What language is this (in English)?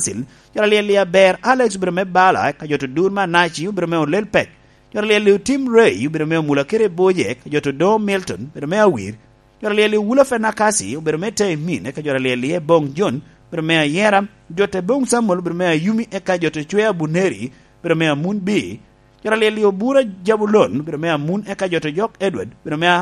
Lango (Uganda)